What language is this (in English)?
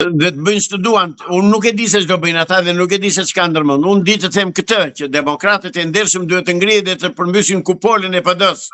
Albanian